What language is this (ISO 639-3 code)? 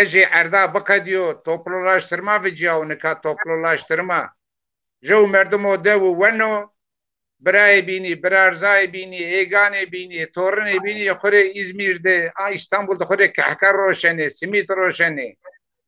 zza